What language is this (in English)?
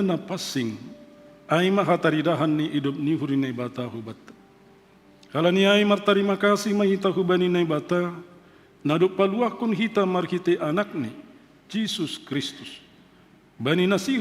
Batak Simalungun